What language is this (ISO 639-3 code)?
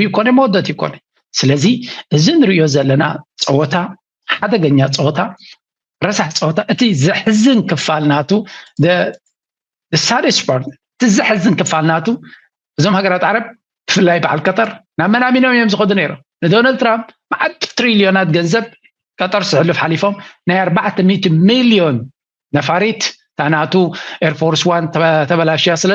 tir